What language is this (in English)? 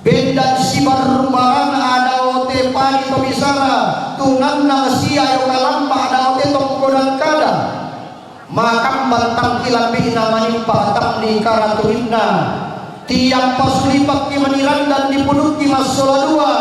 Toraja-Sa'dan